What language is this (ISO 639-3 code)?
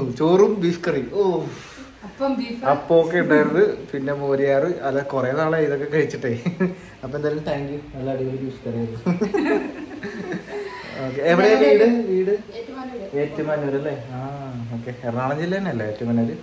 mal